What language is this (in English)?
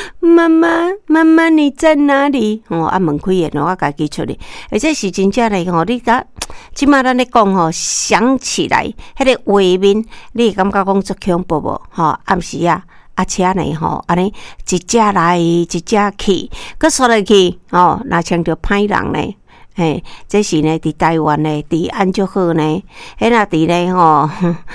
Min Nan Chinese